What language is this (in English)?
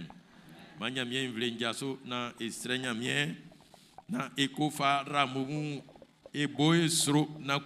Baoulé